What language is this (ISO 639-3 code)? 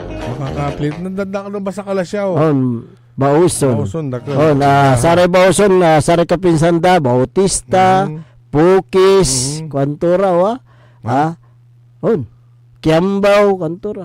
pag